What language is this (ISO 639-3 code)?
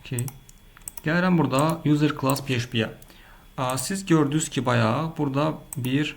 aze